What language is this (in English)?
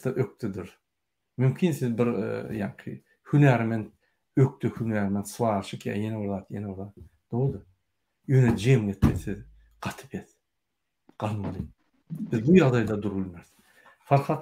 Turkmen